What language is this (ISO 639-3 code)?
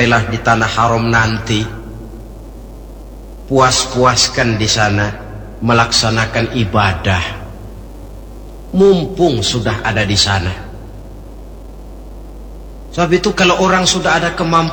ind